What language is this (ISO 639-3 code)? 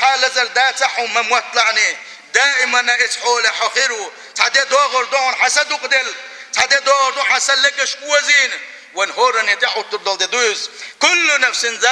che